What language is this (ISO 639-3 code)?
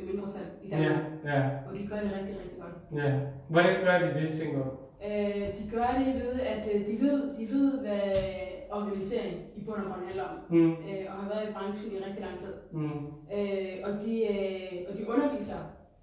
dan